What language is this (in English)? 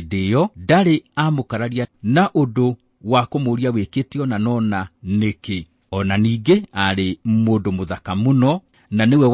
Kikuyu